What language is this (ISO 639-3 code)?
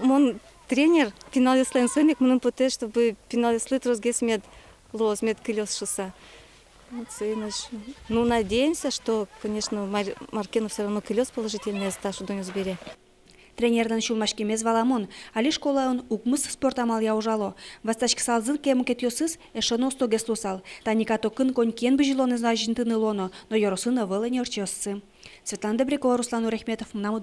udm